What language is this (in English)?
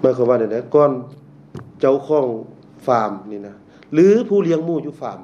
Lao